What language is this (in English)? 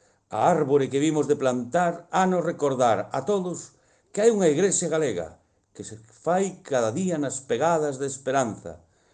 Galician